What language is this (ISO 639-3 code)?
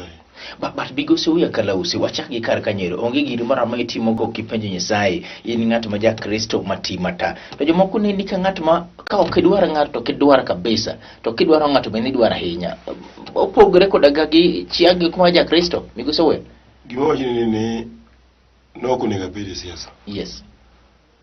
luo